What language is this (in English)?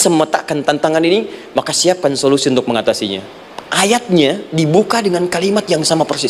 Indonesian